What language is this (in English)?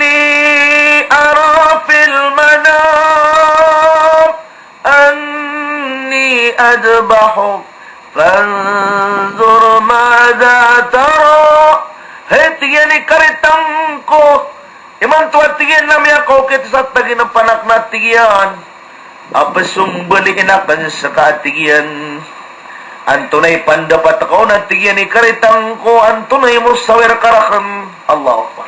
Maranao